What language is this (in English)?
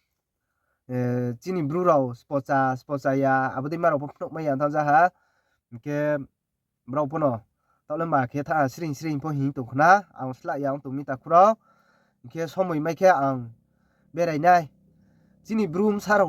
Riang (India)